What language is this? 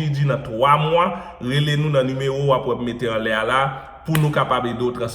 Haitian Creole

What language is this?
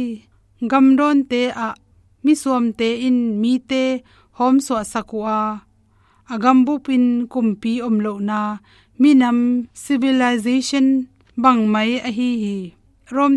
Tedim Chin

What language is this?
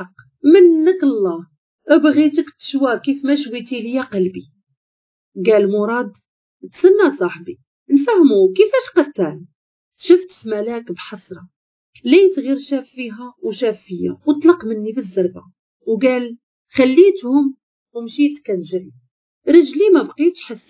Moroccan Arabic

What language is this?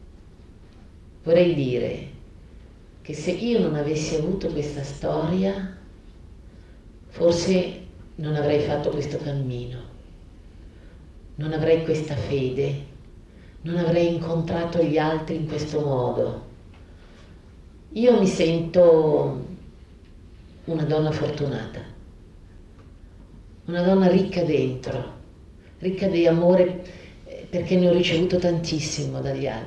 Italian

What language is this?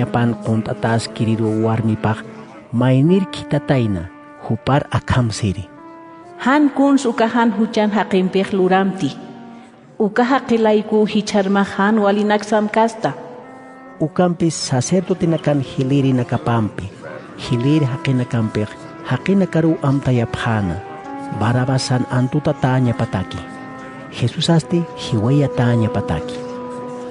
Aymara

